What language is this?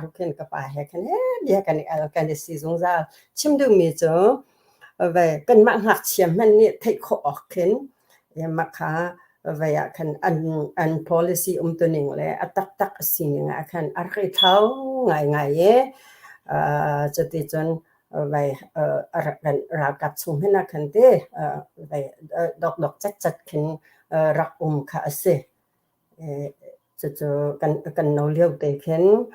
Hakha Chin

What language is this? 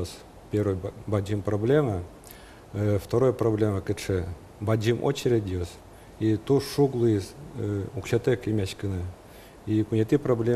Udmurt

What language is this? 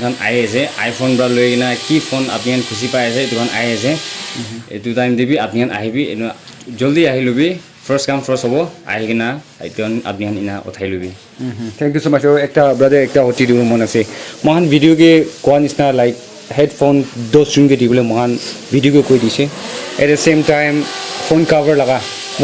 Naga Pidgin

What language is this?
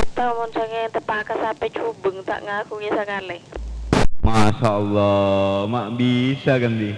Madurese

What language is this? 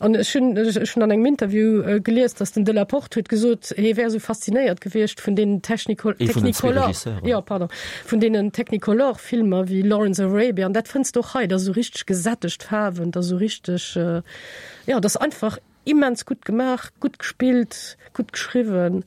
Luxembourgish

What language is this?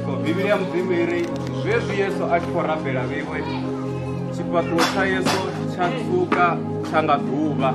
Venda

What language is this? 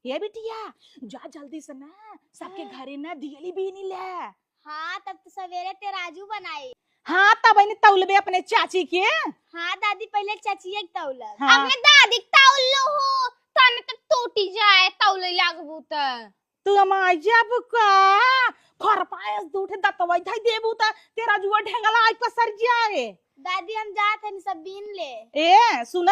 Awadhi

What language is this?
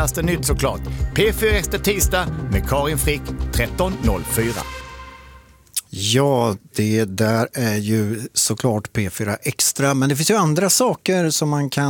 Swedish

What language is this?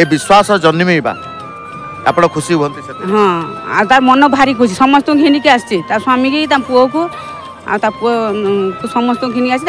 Odia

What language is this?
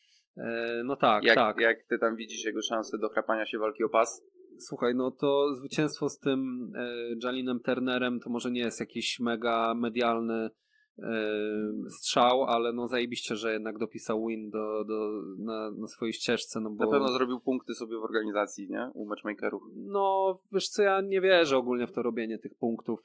Polish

